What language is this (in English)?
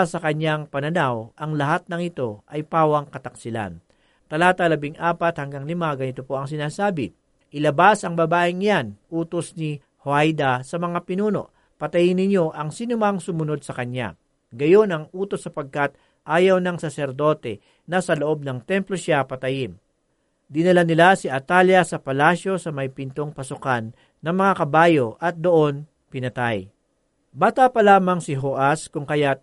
Filipino